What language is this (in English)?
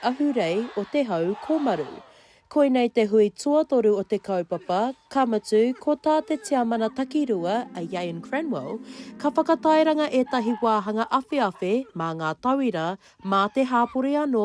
Māori